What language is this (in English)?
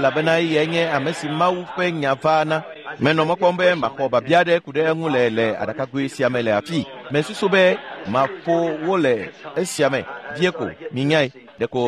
Ewe